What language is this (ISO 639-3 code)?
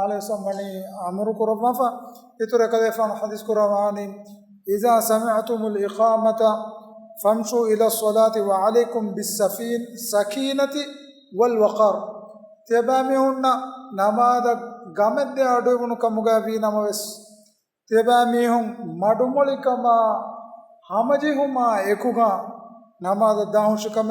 div